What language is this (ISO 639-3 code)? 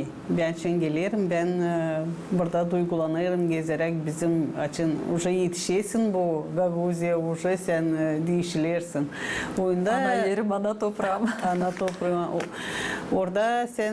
gag